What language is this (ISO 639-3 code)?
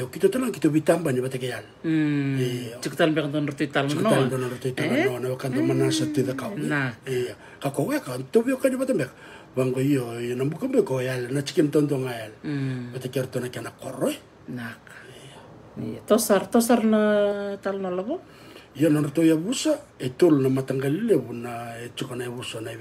fij